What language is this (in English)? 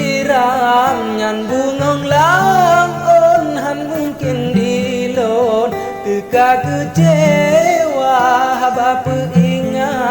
Achinese